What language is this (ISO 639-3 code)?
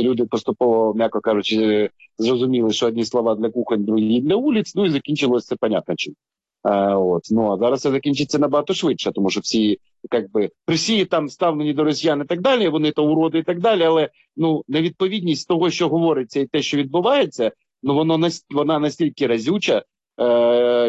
ukr